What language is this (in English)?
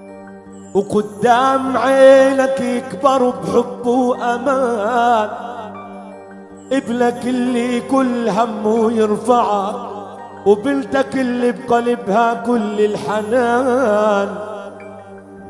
South Levantine Arabic